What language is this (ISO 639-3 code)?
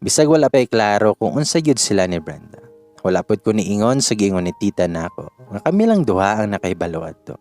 ceb